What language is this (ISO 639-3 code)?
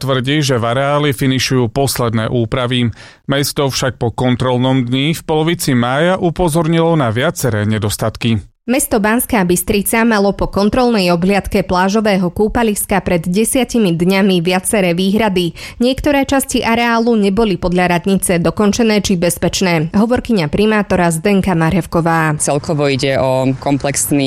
slk